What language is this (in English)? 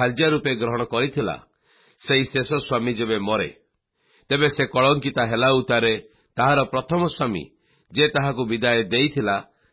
Odia